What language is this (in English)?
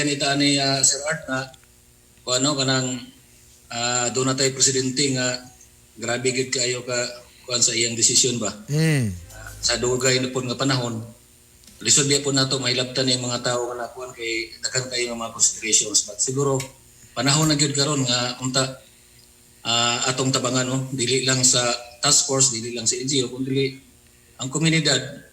Cebuano